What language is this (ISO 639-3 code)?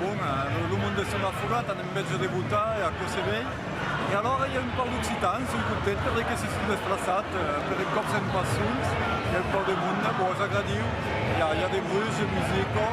oci